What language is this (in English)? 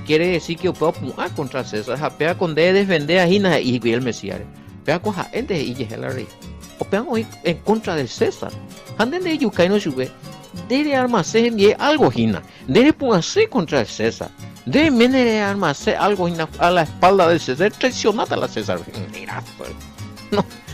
Guarani